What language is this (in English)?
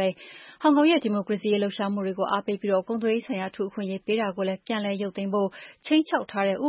Burmese